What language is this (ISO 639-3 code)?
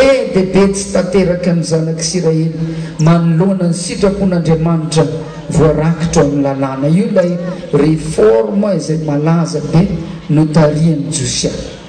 mlg